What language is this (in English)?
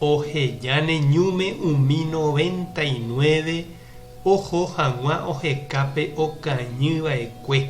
Guarani